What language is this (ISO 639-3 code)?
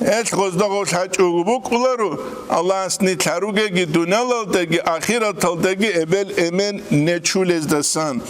ava